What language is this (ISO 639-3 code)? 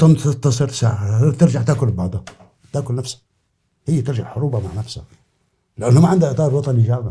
apc